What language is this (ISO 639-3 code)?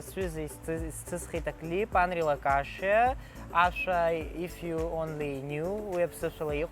abk